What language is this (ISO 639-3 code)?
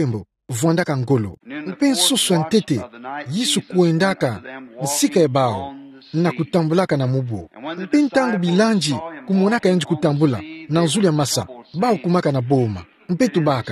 ktu